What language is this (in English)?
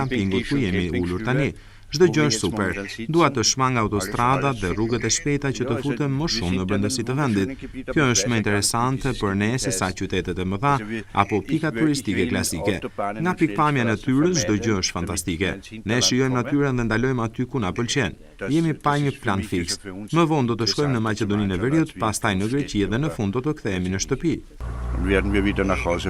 Albanian